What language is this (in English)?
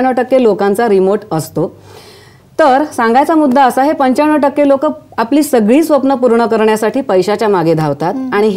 Marathi